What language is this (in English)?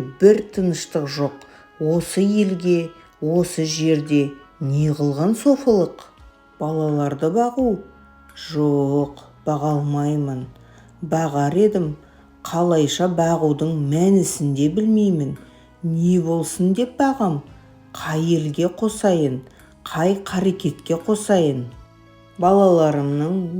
Kazakh